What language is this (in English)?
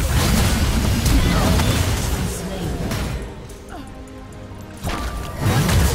English